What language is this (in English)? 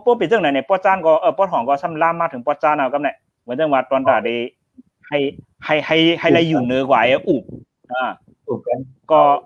Shan